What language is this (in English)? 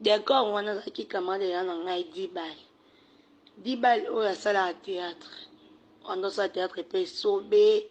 Lingala